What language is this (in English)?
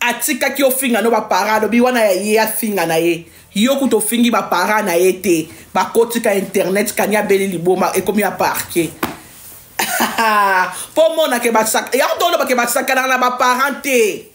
Lingala